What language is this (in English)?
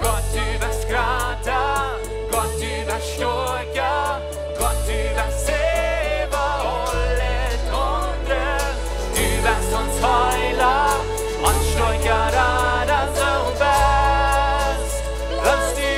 Plautdietsch